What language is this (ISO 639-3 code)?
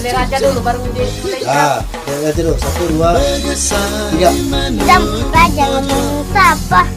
mui